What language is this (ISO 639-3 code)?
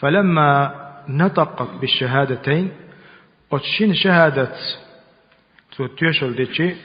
che